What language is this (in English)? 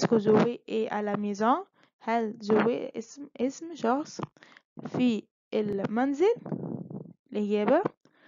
Egyptian Arabic